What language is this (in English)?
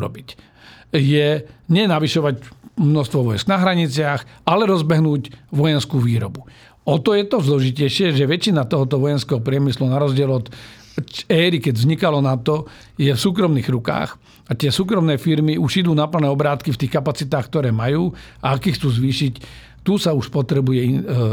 Slovak